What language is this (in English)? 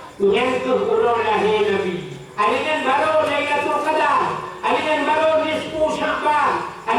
Achinese